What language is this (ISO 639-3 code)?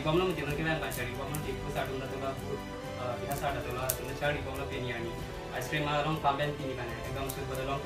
mjw